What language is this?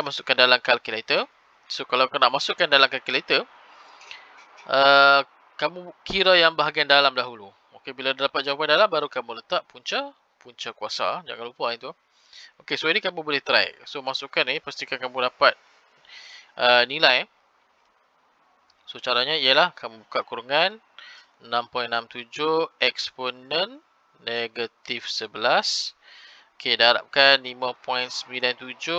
Malay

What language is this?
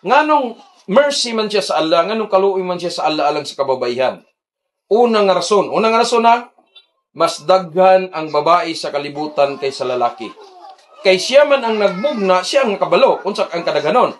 Cebuano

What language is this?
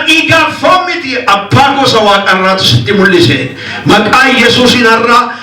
Oromo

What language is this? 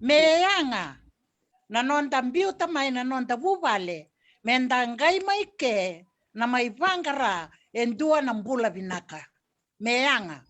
Fijian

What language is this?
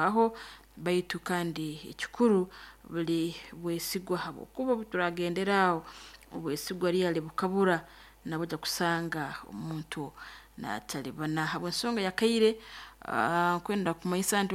Nyoro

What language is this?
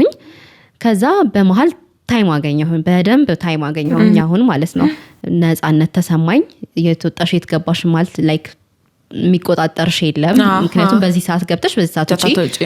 Amharic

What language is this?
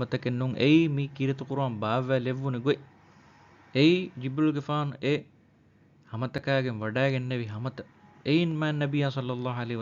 Divehi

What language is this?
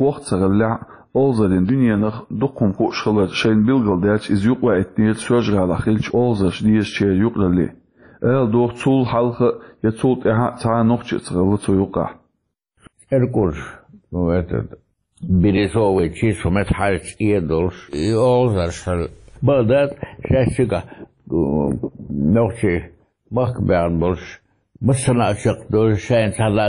Chechen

